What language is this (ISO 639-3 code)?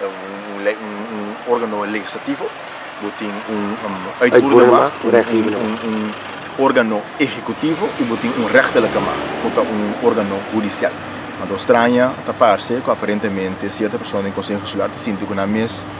pap